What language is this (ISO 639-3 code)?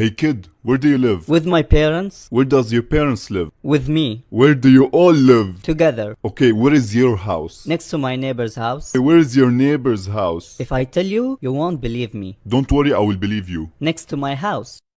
eng